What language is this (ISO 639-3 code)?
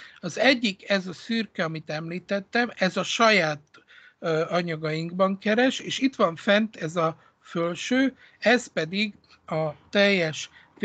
hun